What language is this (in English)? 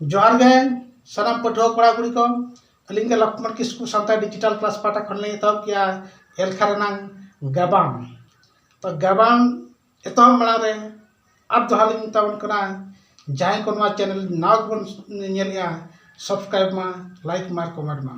Santali